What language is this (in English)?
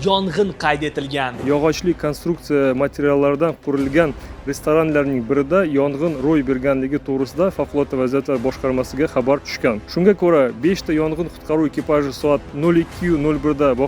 Uzbek